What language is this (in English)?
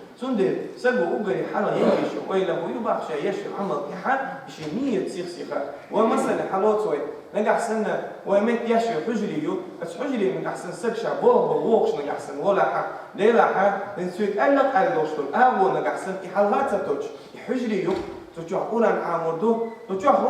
Chechen